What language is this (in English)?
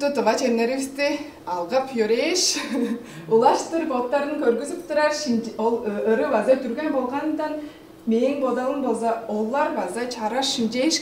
Tuvinian